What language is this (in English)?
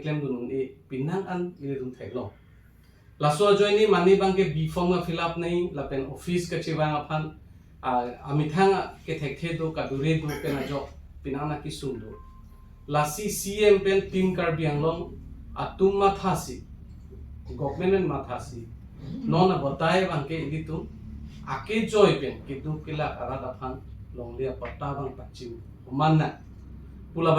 Karbi